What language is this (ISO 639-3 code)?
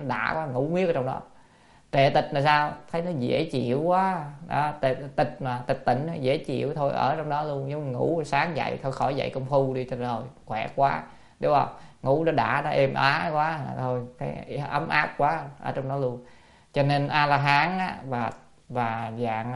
vie